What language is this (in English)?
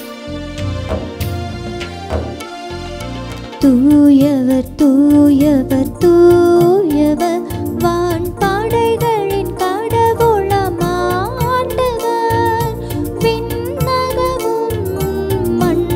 Tamil